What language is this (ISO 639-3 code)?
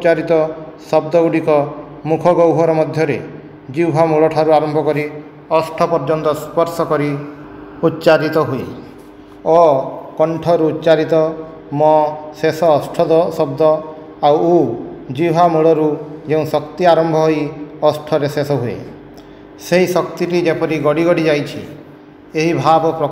ori